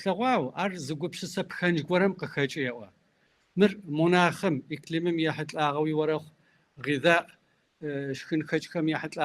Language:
Kabardian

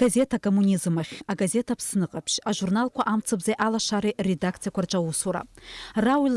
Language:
Abkhazian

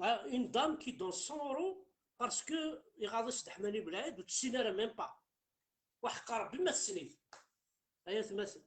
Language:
Kabyle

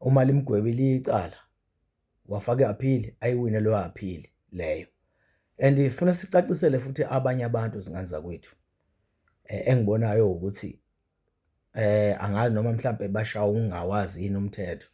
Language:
Zulu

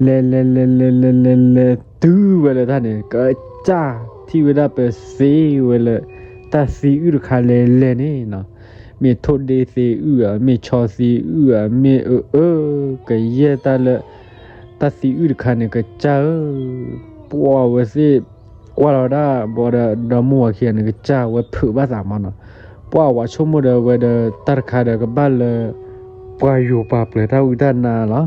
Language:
S'gaw Karen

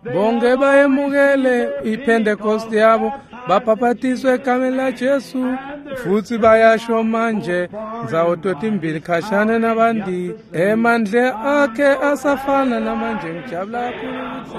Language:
Swati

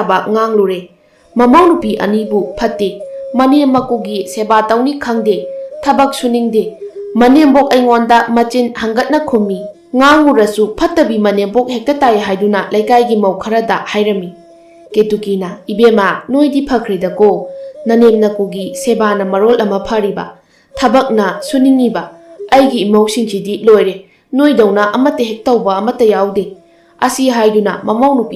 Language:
Manipuri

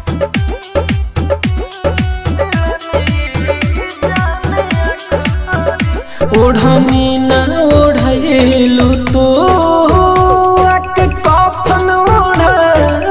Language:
Bhojpuri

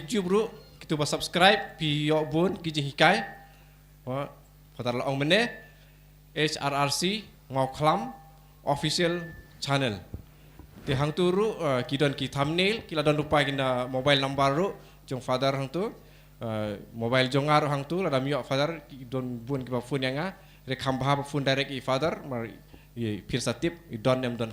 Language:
Khasi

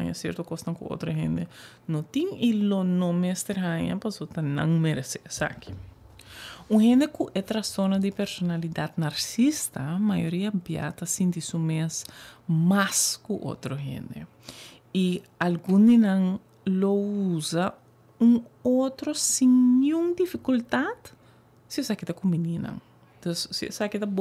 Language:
Papiamento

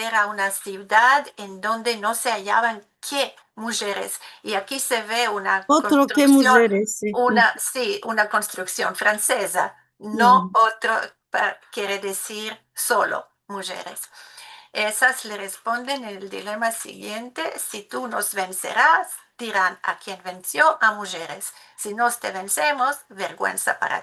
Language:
Ladino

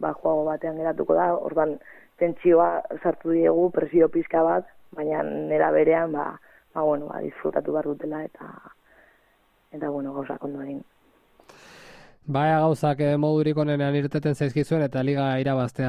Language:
Basque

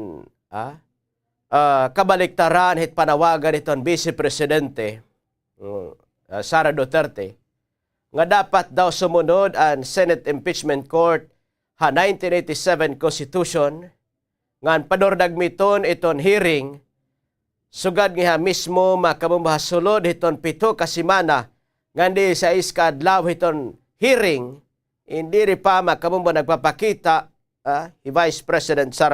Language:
Waray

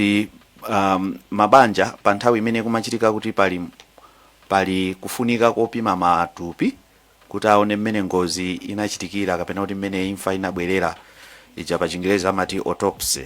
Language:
Nyanja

